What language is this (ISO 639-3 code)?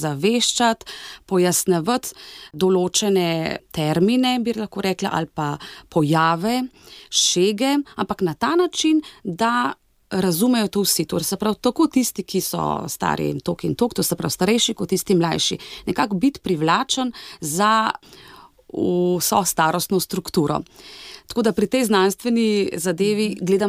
slv